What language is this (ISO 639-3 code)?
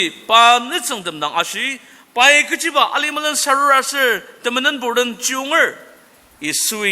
njo